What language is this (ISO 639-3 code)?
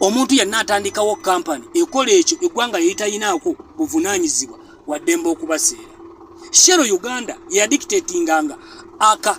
lug